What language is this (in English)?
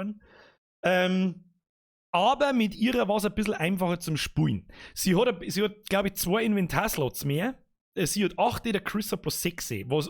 Bavarian